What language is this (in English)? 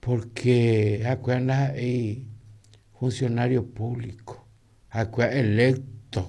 Guarani